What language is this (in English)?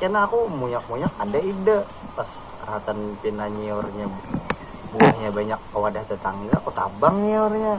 Banjar